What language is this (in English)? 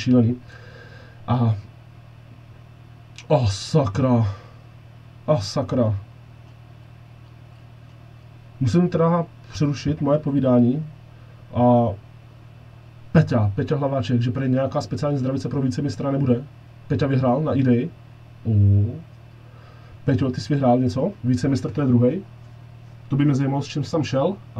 Czech